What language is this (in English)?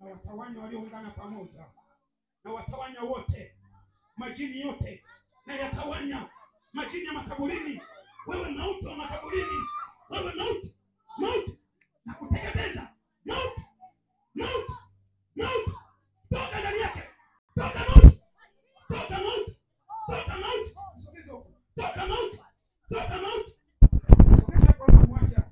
Swahili